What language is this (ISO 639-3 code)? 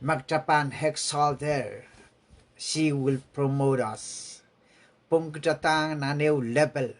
pon